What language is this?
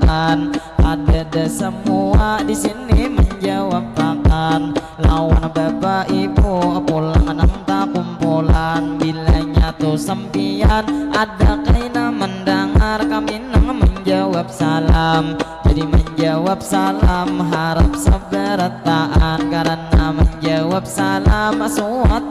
Banjar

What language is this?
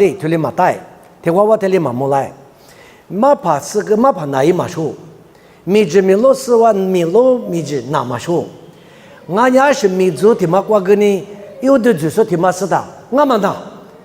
Lisu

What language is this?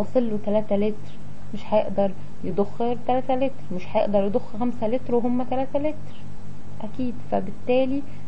Egyptian Arabic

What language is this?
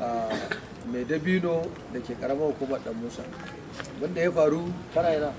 Hausa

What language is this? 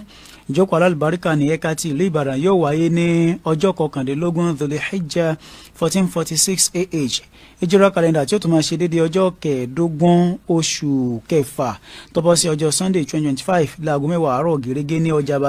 Yoruba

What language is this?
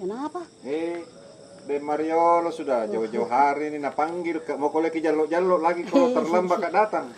Makassar Malay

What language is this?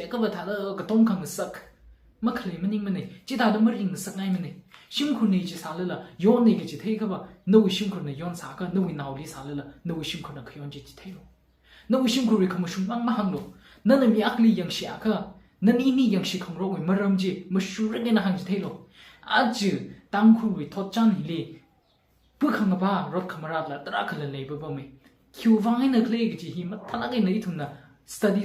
Tangkhul Naga (India)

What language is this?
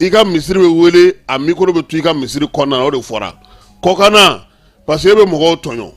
Bambara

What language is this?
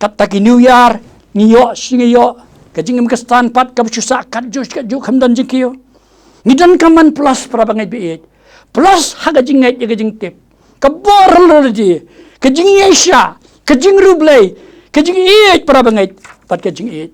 Khasi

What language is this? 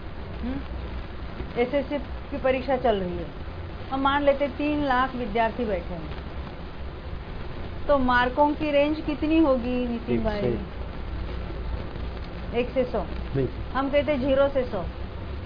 Hindi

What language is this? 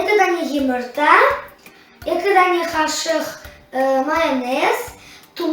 Crimean Tatar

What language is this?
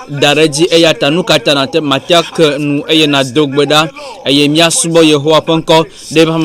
Ewe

